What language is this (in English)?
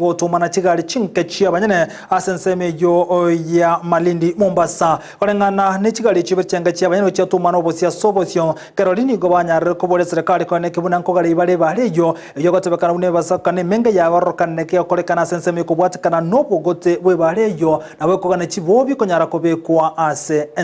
Gusii